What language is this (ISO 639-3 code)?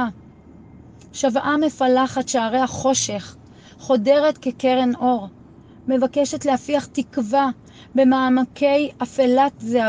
heb